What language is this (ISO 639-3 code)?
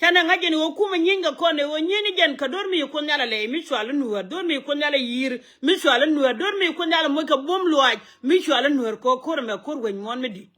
nus